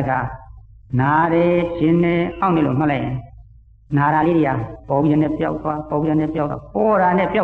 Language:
Burmese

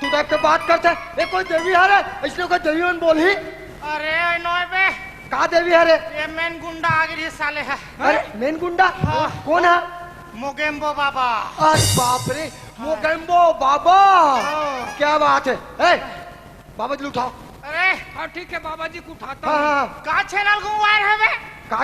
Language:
Chhattisgarhi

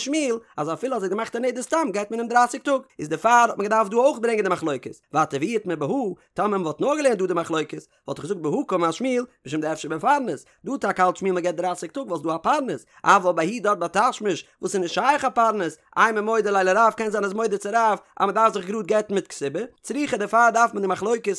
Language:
Yiddish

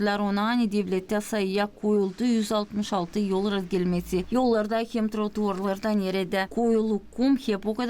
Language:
Gagauz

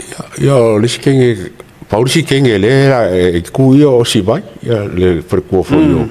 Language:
Samoan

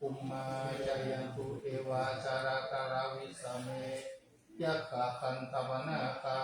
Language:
Pali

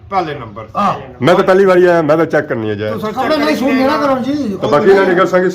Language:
Pahari-Potwari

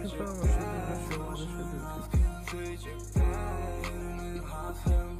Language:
Turkmen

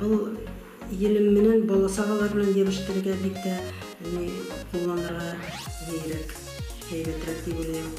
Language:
Bashkir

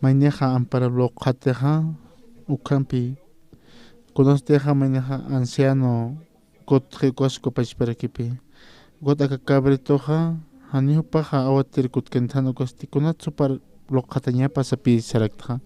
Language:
Aymara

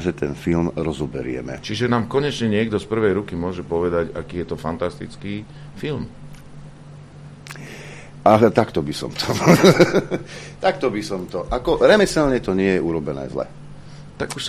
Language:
Slovak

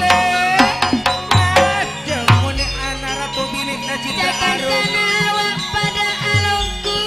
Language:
Madurese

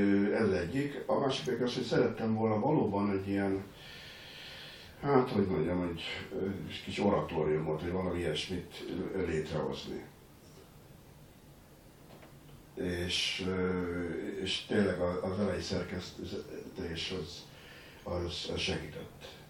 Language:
Hungarian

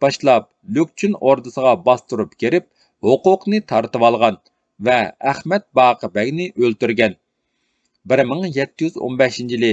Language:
Uyghur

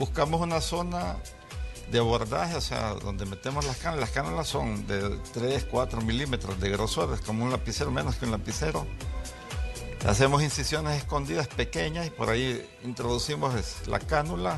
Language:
Spanish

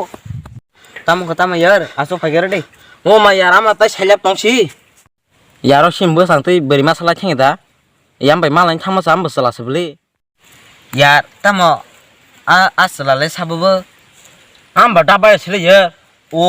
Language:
Kok Borok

